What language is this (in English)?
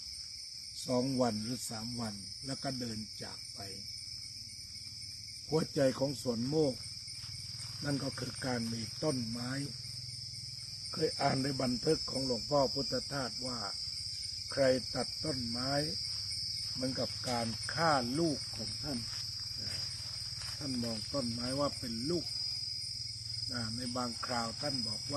Thai